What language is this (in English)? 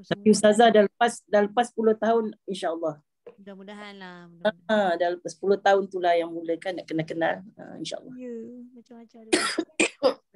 Malay